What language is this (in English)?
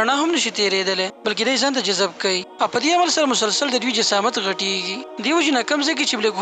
Pashto